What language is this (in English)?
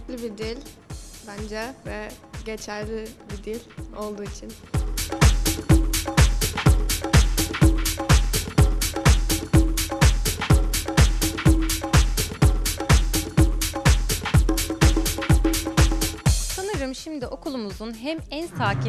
Turkish